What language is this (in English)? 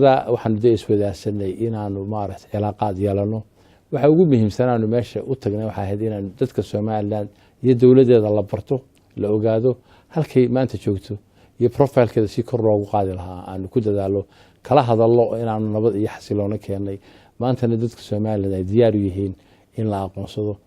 Somali